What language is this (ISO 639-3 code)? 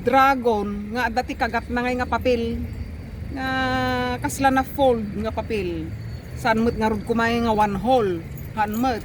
ilo